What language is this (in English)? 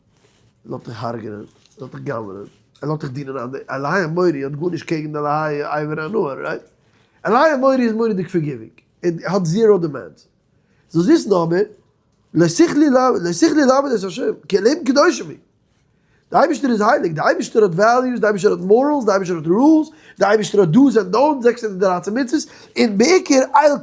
Yiddish